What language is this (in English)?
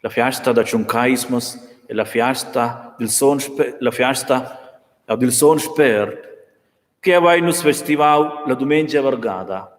Romansh